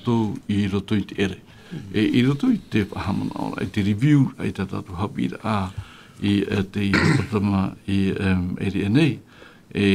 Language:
Tahitian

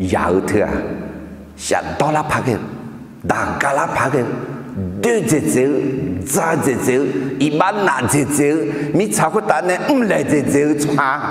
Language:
Akha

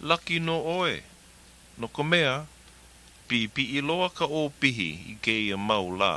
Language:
Hawaiian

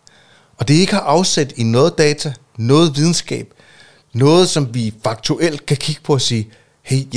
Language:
Danish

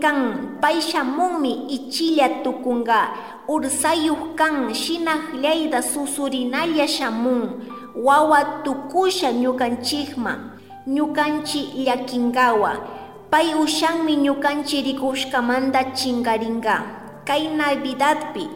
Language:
Chimborazo Highland Quichua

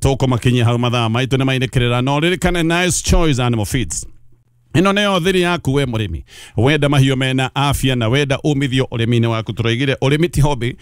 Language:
Kikuyu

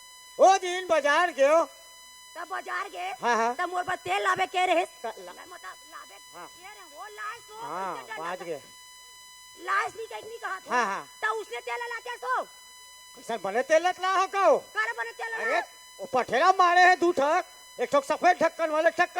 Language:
Chhattisgarhi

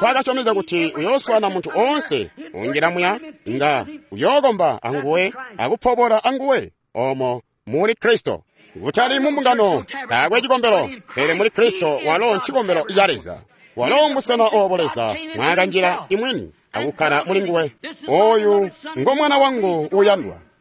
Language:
Tonga (Zambia)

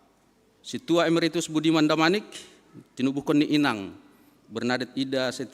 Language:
Batak Simalungun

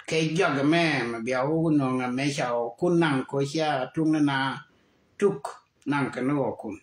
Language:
Nuer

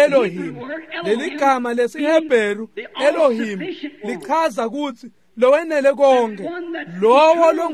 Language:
Swati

